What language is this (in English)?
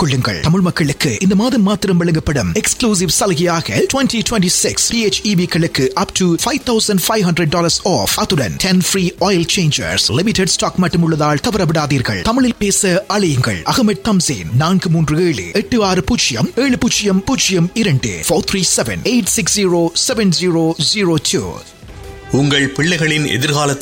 Tamil